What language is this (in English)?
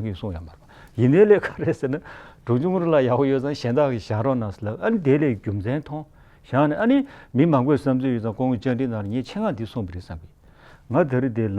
Tibetan